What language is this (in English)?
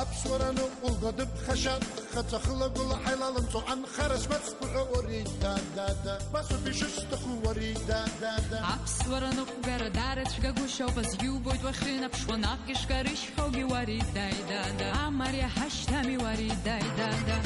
Abkhazian